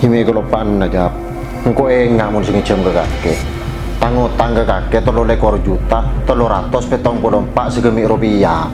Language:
Madurese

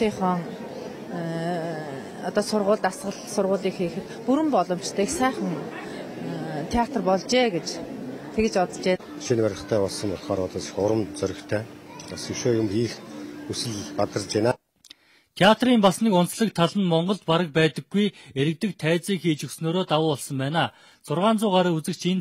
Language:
Mongolian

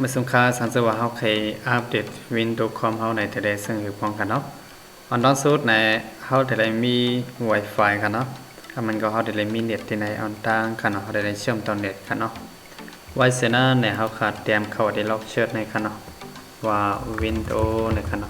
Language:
Shan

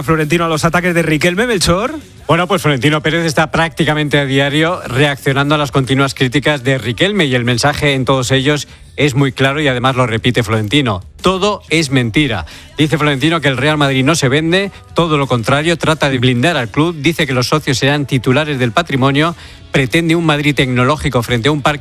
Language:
Spanish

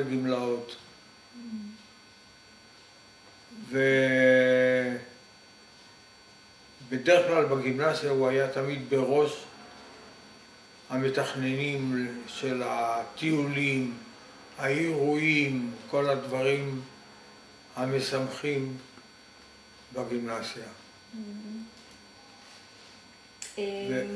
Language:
Hebrew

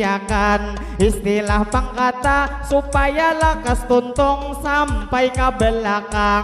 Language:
Banjar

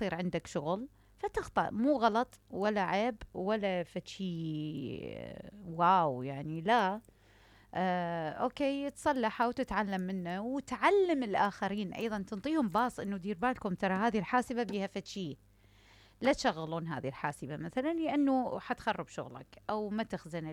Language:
Mesopotamian Arabic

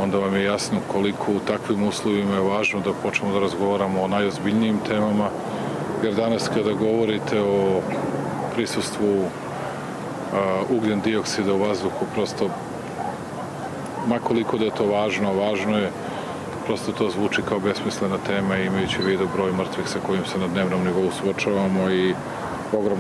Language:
Serbian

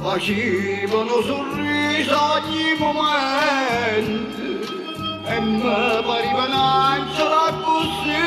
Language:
Neapolitan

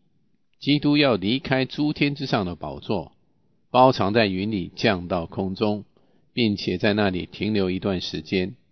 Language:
Chinese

